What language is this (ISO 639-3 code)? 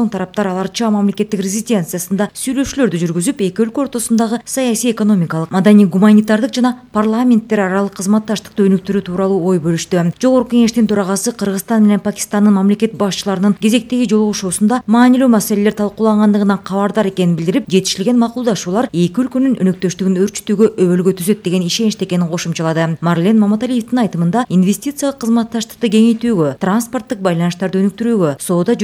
kir